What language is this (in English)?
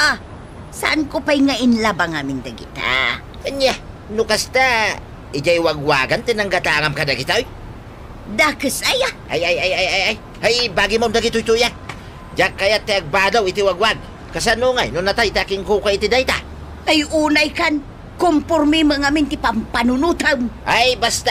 Iloko